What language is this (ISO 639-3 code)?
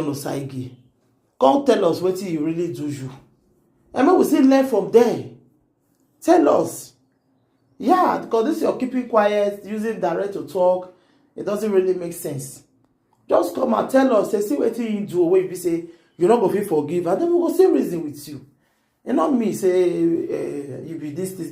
pcm